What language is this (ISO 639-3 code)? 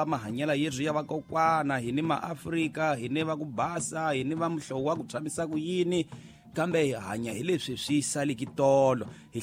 tso